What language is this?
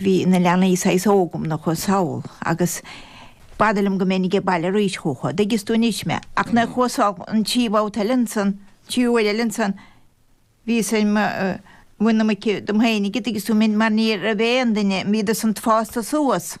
Irish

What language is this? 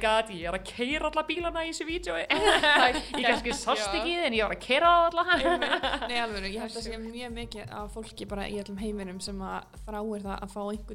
Icelandic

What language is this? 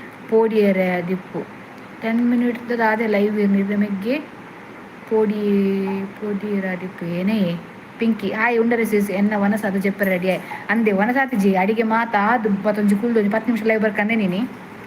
Tulu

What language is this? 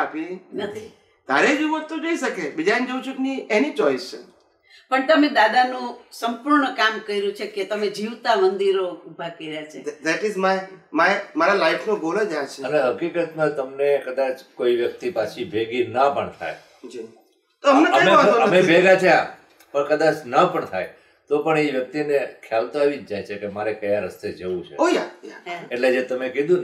Gujarati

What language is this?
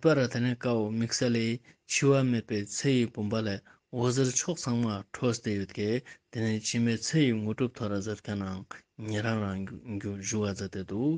Ladakhi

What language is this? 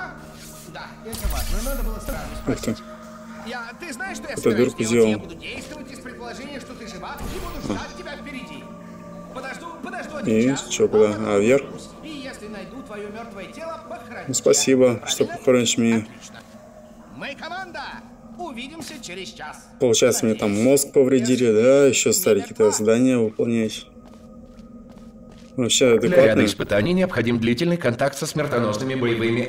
Russian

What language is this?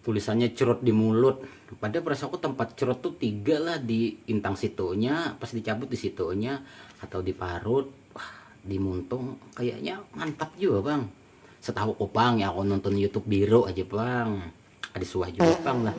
Banjar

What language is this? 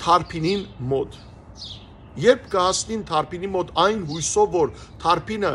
Western Armenian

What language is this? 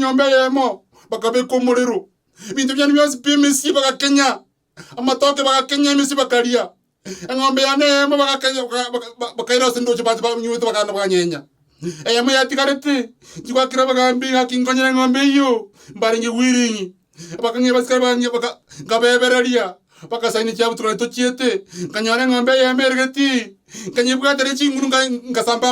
Gusii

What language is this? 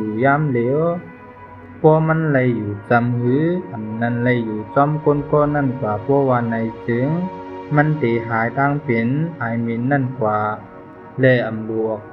Shan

